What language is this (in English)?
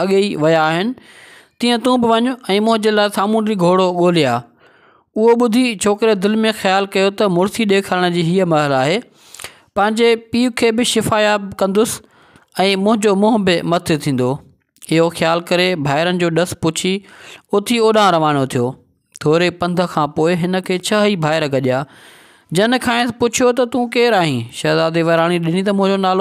Sindhi